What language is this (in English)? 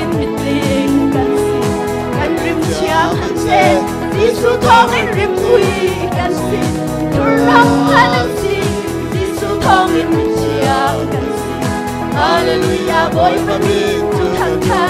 Hakha Chin